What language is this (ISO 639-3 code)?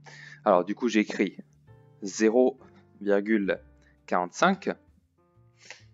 fra